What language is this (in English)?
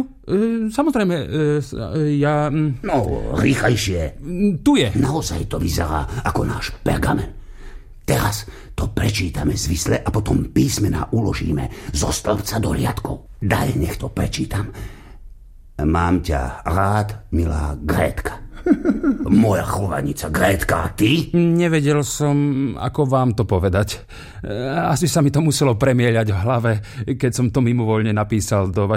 Slovak